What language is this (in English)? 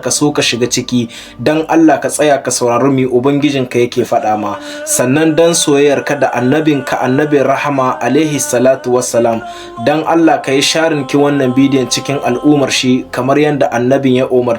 Hausa